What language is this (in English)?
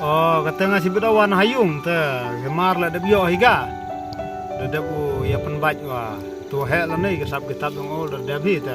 Khasi